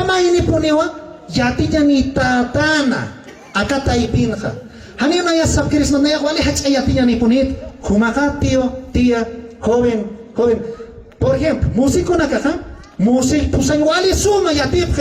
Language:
Aymara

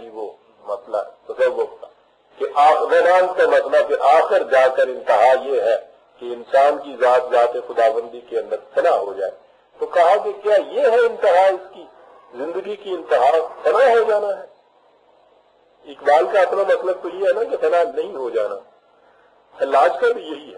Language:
Urdu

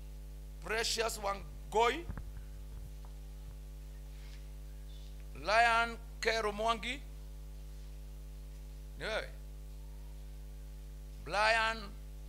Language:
Kikuyu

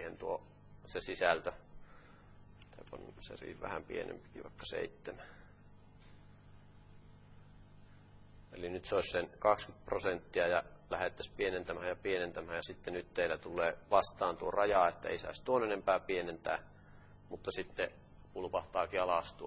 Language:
Finnish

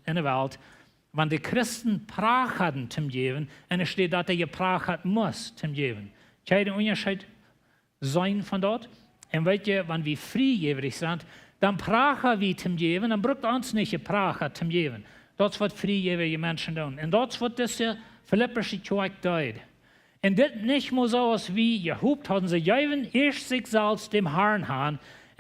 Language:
Plautdietsch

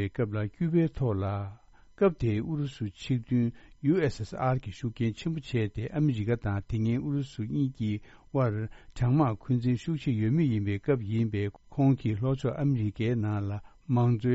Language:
Tibetan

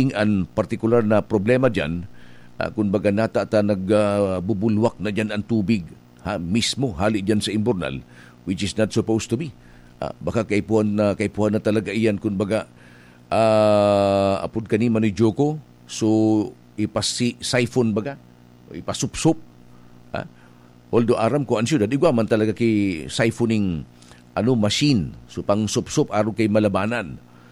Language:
Bikol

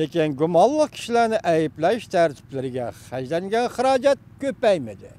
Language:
Uyghur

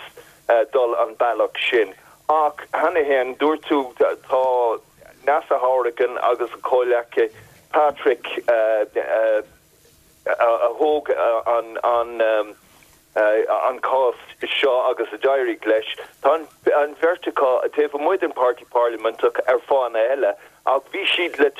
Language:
Irish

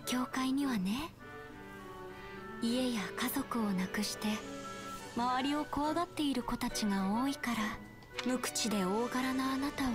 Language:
Japanese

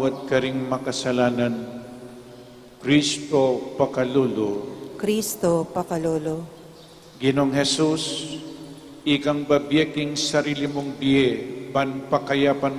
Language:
Pampanga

